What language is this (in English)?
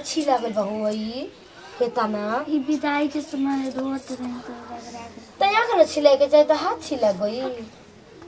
Bhojpuri